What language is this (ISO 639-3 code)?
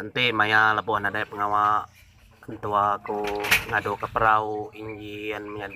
iba